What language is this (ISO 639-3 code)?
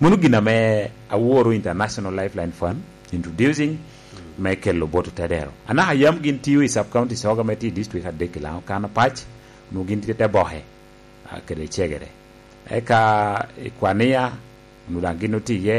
laj